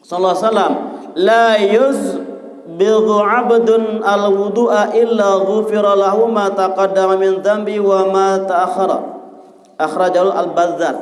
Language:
Sasak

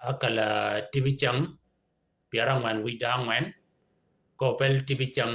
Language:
Shilluk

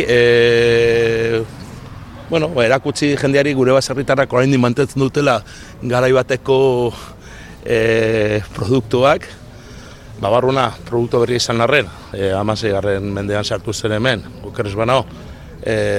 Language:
Basque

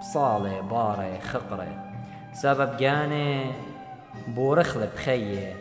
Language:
Assyrian Neo-Aramaic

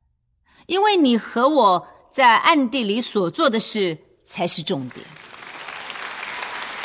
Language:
Chinese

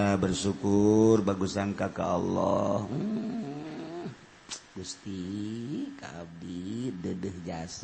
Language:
Sundanese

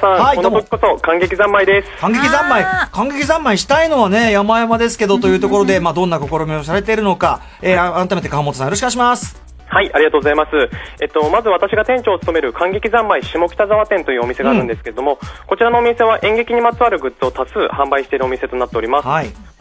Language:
Japanese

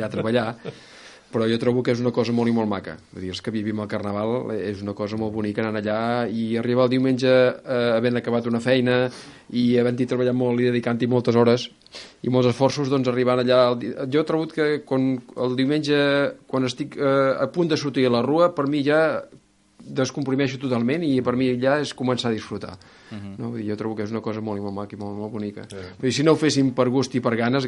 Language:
Catalan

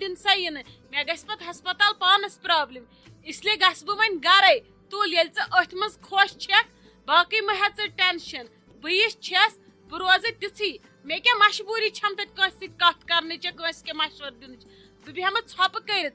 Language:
Kashmiri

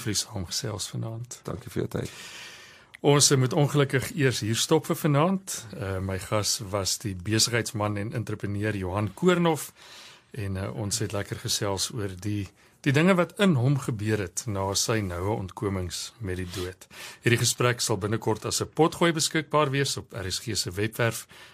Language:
Afrikaans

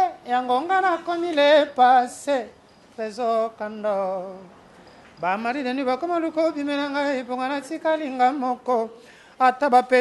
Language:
Lingala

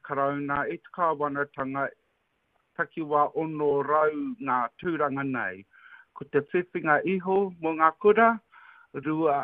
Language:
Māori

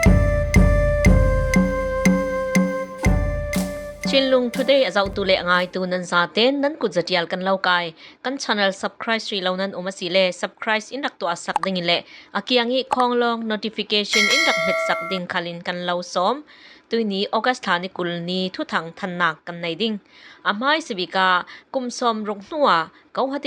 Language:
Falam Chin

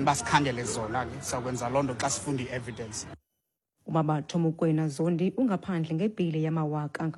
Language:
Xhosa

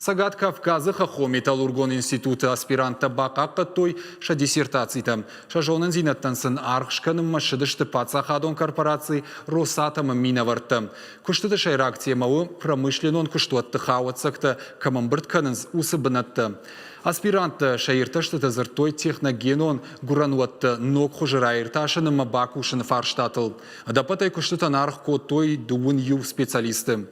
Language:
Ossetic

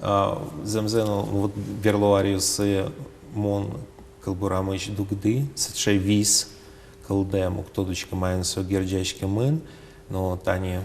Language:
Udmurt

